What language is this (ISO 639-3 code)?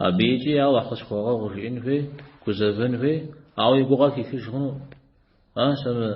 kbd